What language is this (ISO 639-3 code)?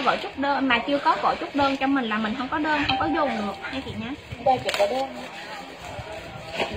vie